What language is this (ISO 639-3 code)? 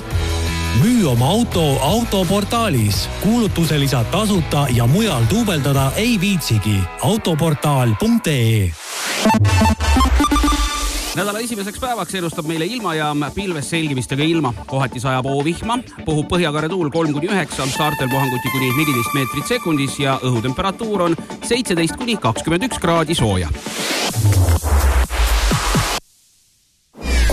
est